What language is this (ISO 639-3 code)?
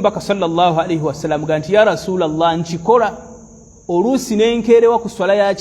lug